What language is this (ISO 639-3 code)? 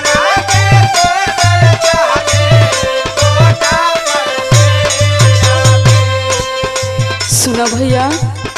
bho